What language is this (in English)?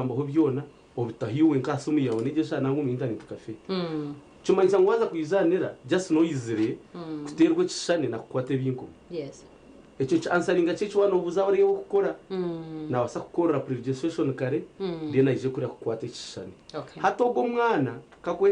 Nyankole